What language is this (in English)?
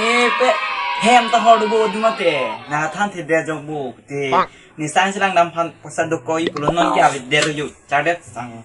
Karbi